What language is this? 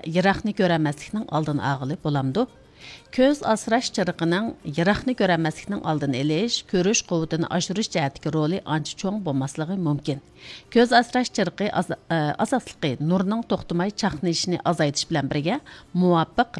Uyghur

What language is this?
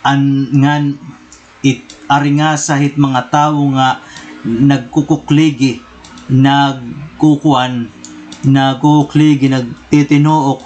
Waray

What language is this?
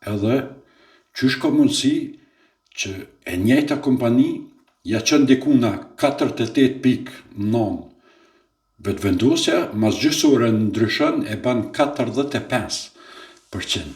Albanian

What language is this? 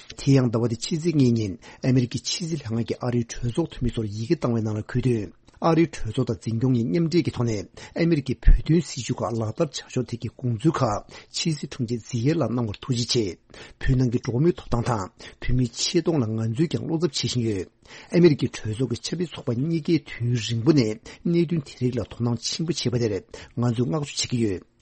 Tibetan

